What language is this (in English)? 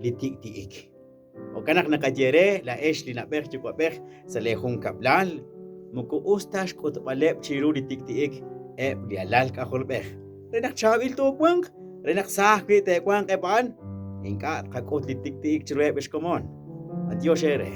Kekchí